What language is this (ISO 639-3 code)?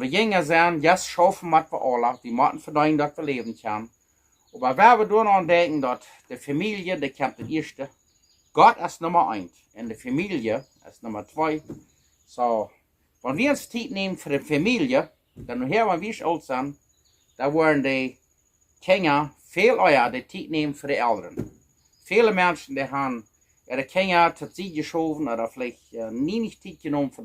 pdt